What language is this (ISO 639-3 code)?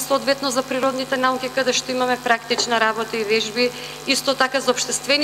mkd